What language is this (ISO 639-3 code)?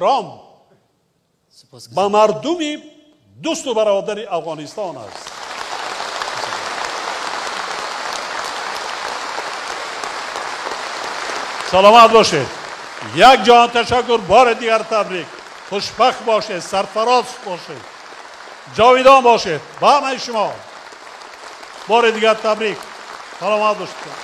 fas